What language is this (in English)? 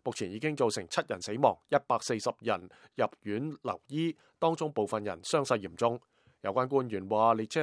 Cantonese